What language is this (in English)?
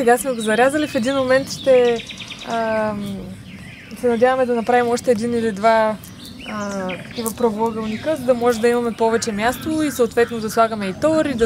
Bulgarian